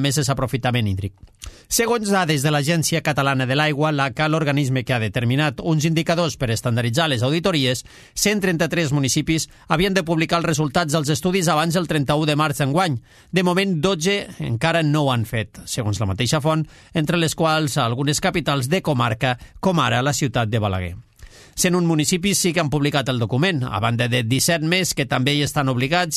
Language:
Catalan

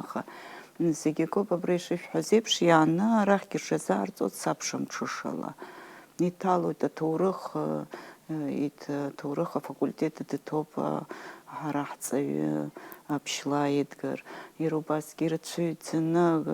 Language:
Abkhazian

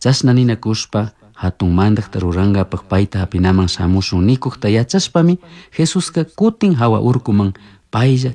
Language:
Chimborazo Highland Quichua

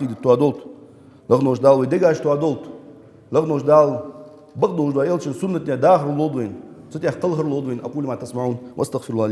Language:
Ingush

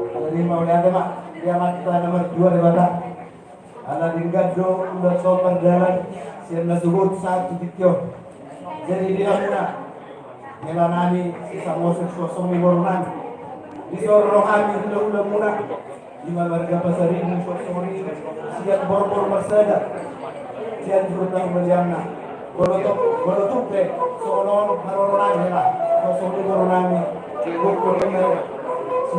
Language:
Batak Toba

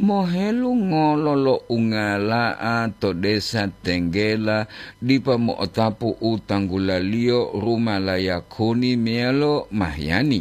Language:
Gorontalo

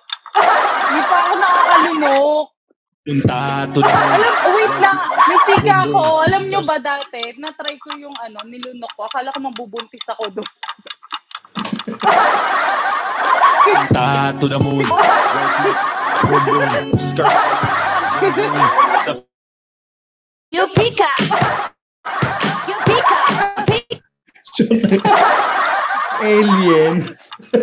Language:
Filipino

